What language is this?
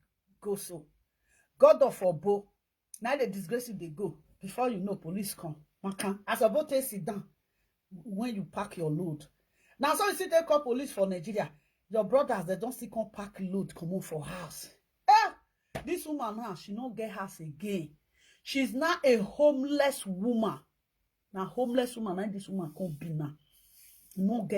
Nigerian Pidgin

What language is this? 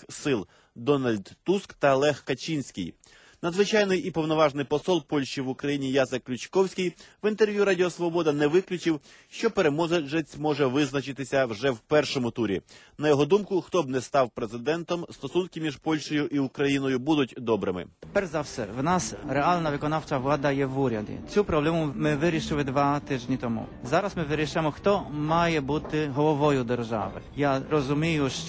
Ukrainian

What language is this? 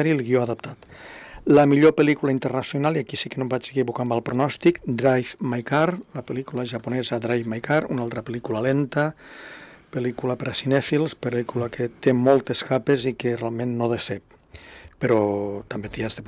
Catalan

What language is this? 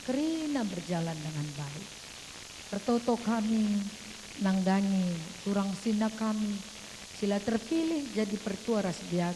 Batak Karo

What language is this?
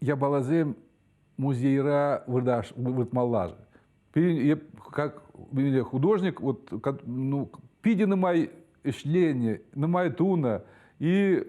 Chuvash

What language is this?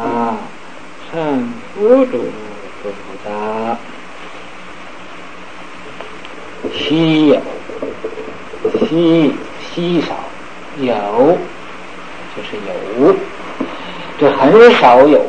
Chinese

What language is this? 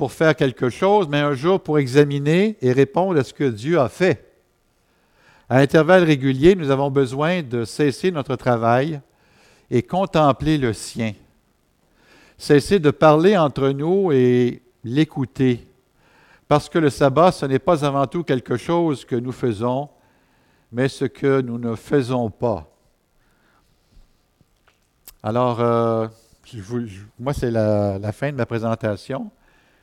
French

